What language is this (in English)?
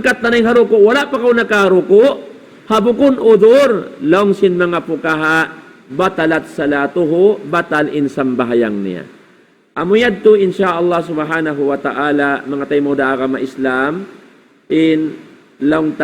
Tausug